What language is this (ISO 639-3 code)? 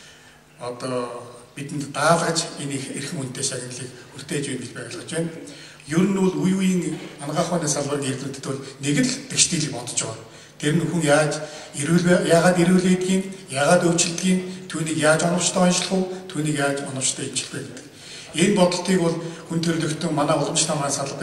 mon